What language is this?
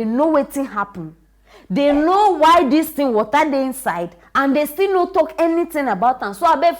Nigerian Pidgin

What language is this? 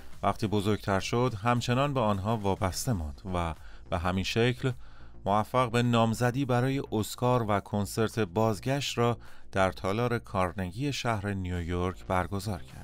Persian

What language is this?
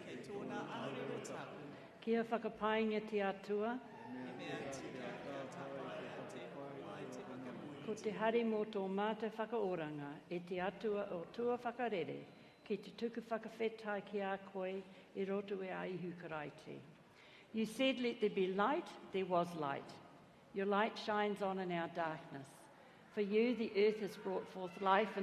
Māori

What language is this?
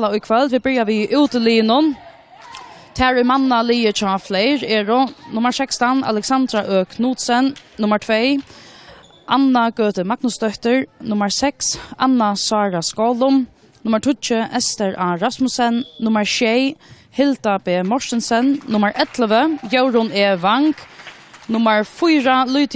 Faroese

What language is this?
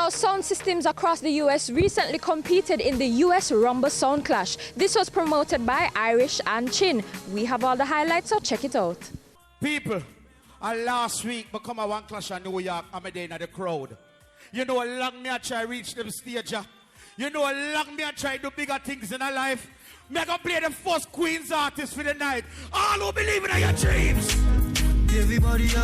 Jamaican Creole English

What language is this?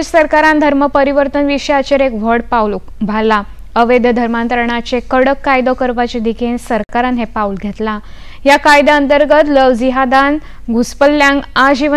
Konkani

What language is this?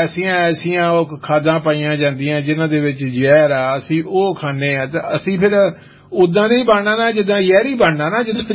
Punjabi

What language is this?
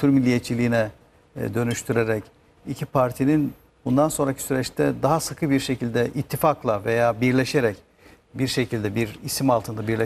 Turkish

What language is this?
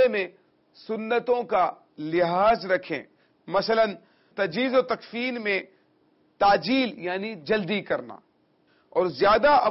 Urdu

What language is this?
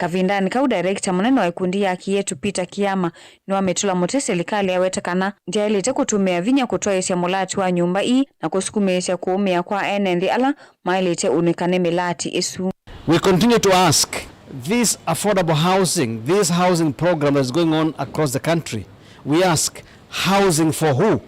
Kamba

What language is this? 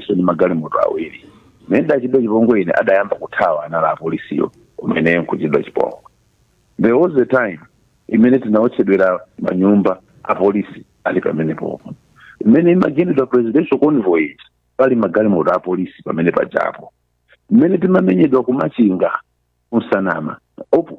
Nyanja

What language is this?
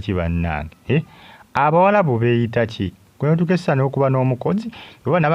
Ganda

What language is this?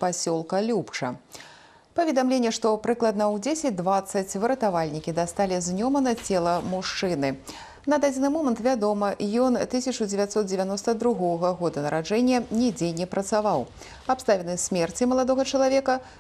Belarusian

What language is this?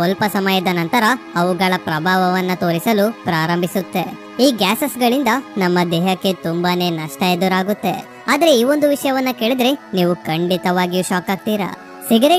Kannada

